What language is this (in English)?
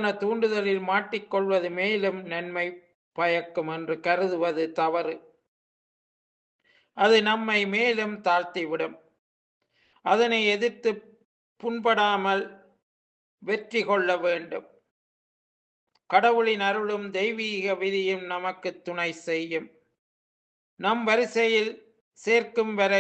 Tamil